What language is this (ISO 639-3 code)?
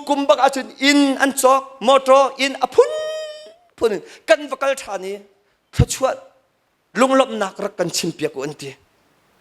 cnh